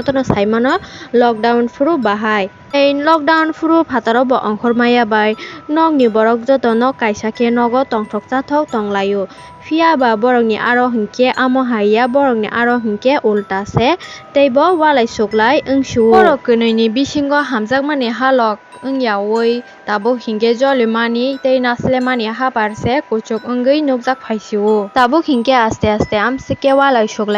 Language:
Kok Borok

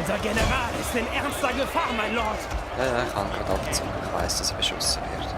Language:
Swiss German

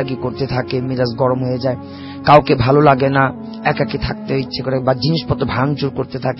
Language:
Bangla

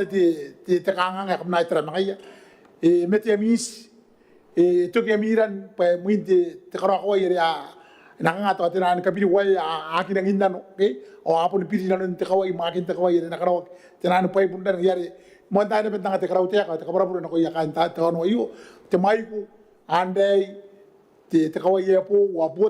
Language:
Gilbertese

